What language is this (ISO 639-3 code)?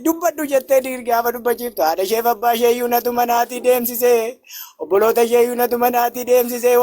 orm